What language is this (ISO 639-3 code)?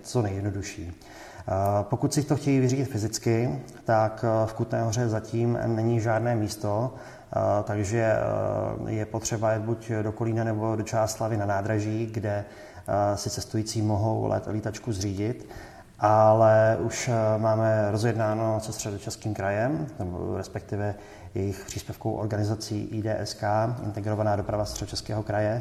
ces